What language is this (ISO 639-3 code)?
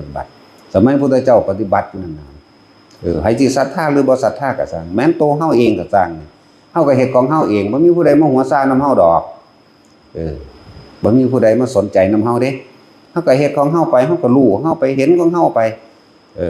tts